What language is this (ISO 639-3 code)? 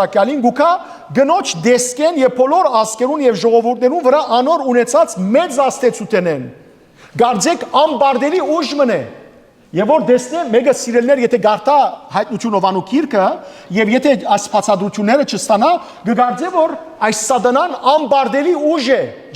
hyw